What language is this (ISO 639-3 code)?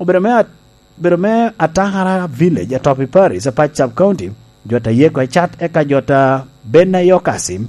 laj